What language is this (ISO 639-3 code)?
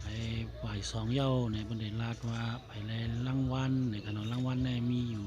shn